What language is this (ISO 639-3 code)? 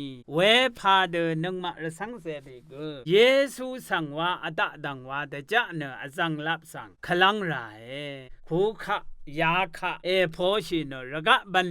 raw